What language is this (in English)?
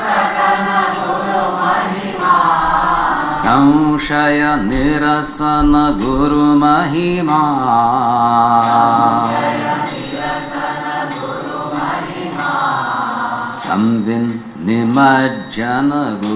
Konkani